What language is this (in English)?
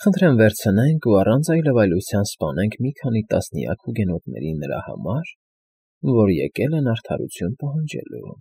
Armenian